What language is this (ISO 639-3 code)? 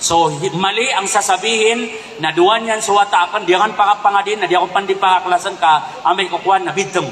mrw